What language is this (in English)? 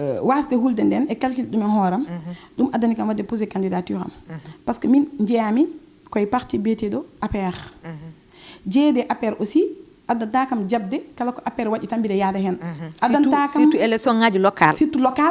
Fula